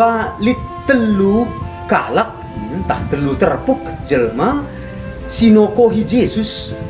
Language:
Batak Karo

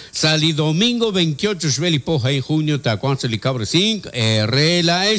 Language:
Kekchí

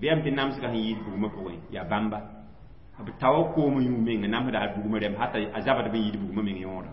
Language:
Mossi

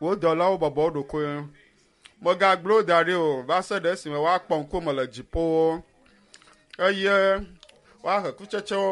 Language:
Ewe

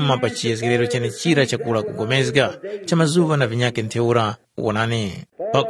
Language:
Tumbuka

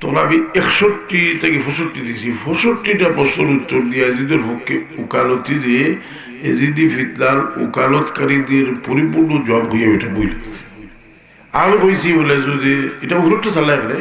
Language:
Sylheti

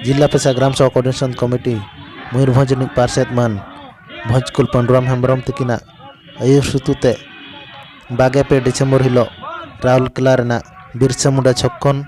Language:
Santali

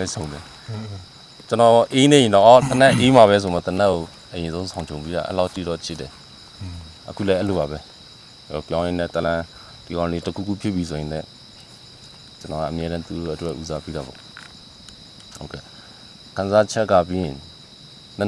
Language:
Burmese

